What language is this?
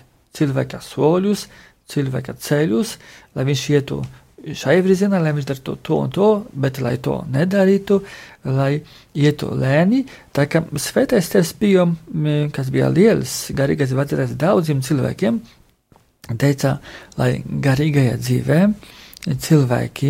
Latvian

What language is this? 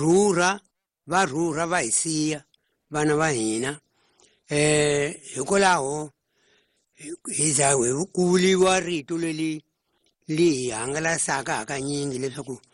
Tsonga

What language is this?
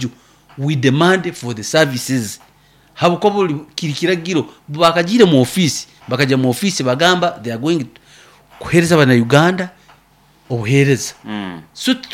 Nyoro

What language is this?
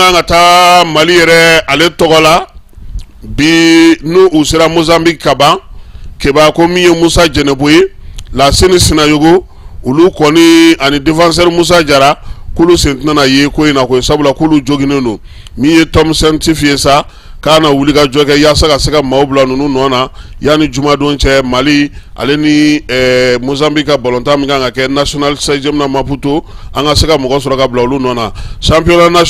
Bambara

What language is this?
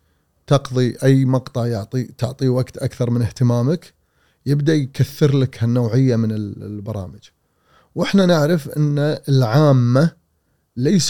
Gulf Arabic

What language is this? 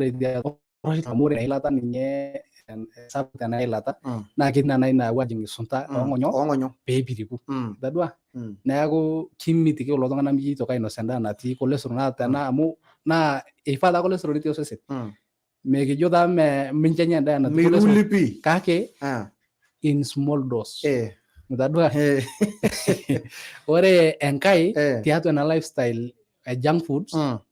Masai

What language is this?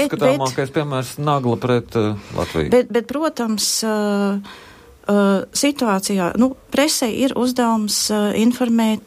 Latvian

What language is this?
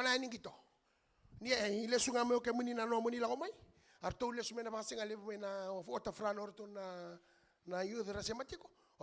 Fijian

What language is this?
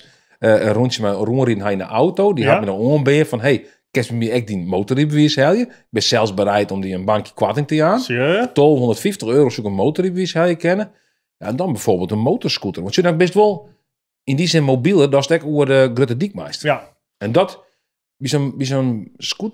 Western Frisian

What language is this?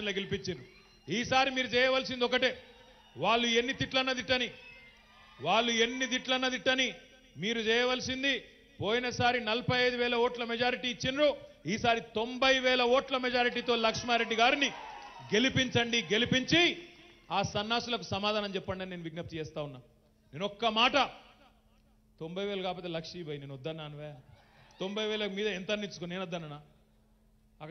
Telugu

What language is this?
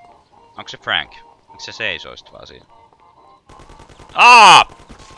Finnish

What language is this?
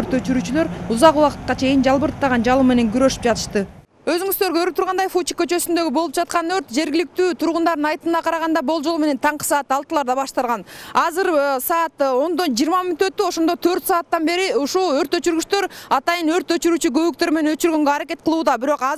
Kyrgyz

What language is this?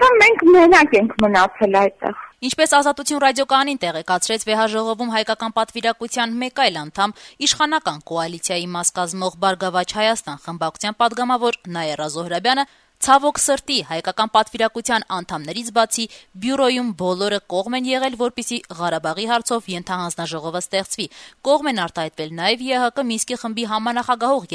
Armenian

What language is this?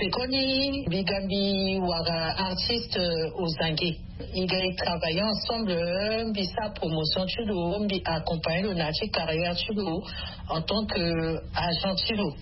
Sango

